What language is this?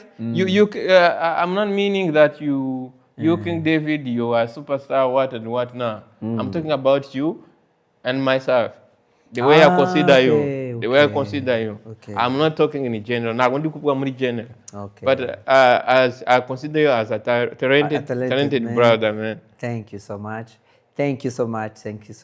Rundi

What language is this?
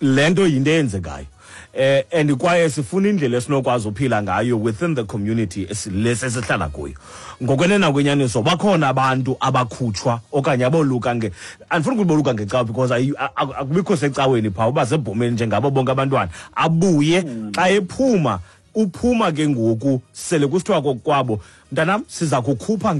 Xhosa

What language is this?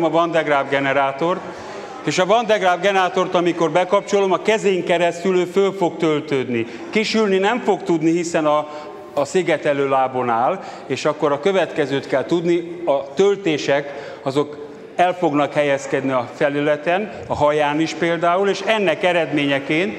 Hungarian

